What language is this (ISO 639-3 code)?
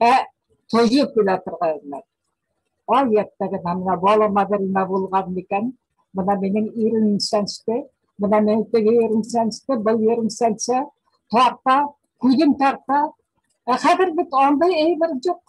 bak